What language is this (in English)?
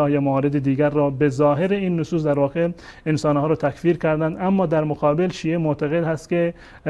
Persian